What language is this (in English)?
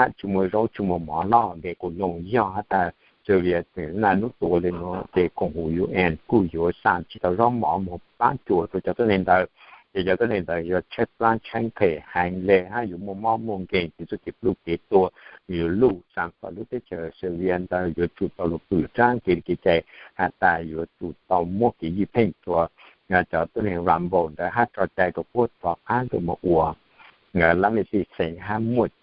Hmong